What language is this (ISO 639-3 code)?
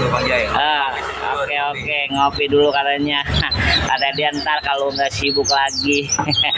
bew